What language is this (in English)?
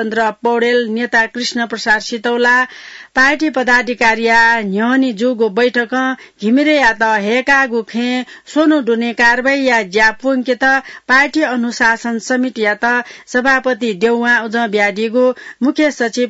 Newari